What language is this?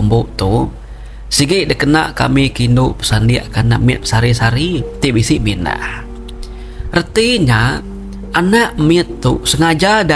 Iban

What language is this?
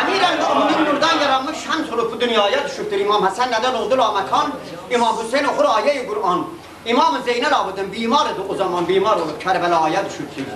South Azerbaijani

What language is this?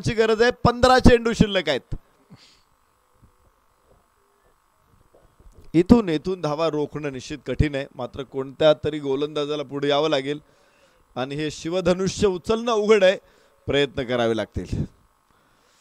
Marathi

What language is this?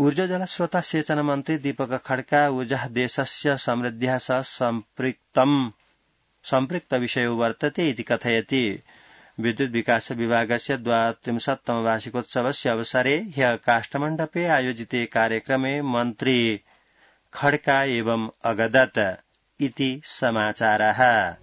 Sanskrit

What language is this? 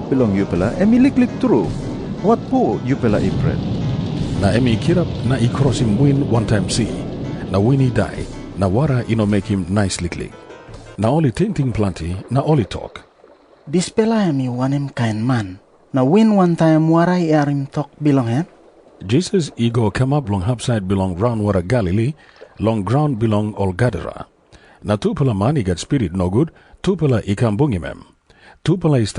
Tok Pisin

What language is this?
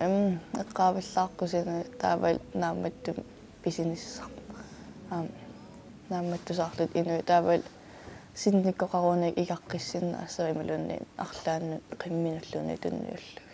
Kalaallisut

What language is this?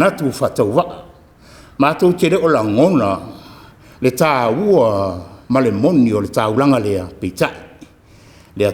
Samoan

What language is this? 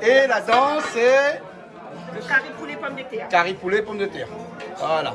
Réunion Creole French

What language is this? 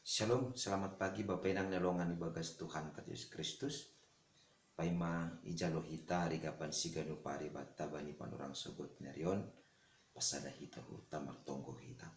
Batak Simalungun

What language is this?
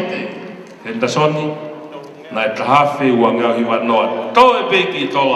Tongan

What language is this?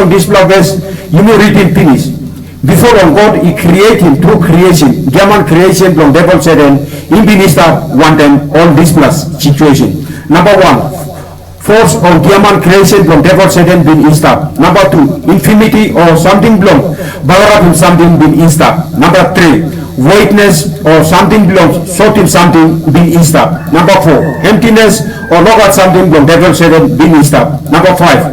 Tok Pisin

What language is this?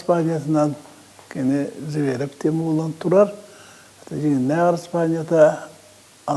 Yakut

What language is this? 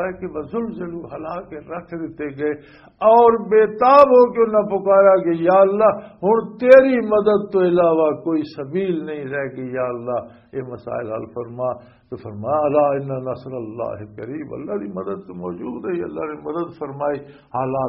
Western Panjabi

